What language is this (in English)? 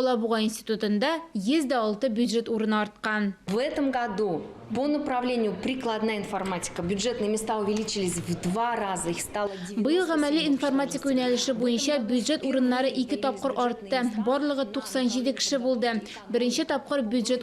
Tatar